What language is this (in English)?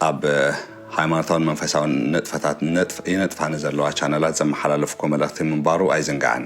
Tigrinya